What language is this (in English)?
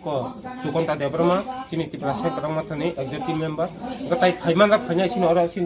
Kok Borok